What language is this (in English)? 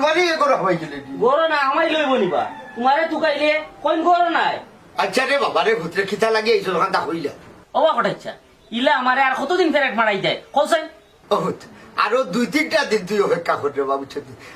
Sylheti